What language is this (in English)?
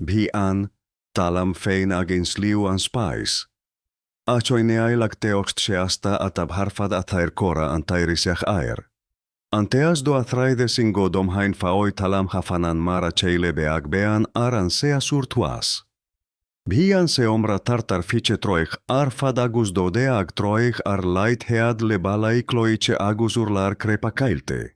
Irish